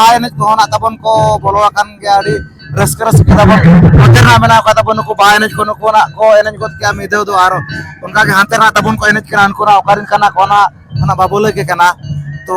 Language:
Santali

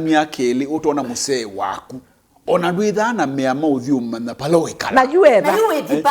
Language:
Kamba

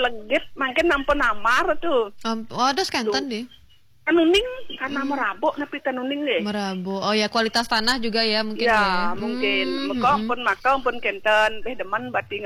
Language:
Balinese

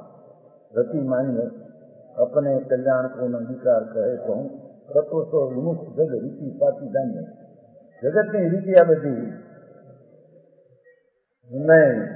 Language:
Gujarati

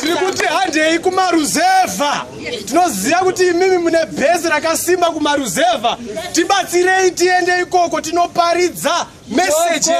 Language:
Shona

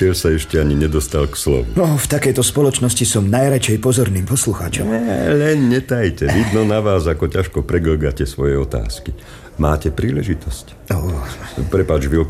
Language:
Slovak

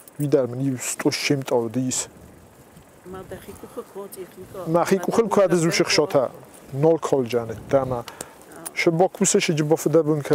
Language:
Ossetic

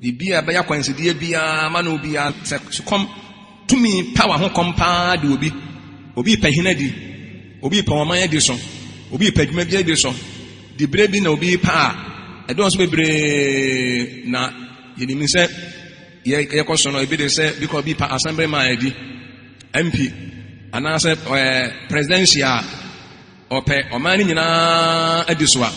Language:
Akan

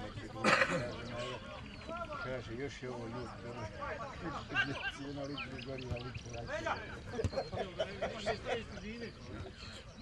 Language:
Croatian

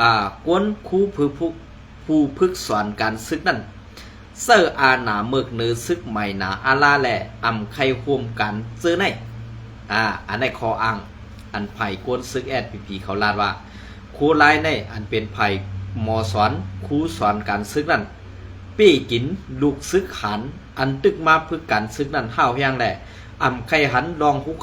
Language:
Shan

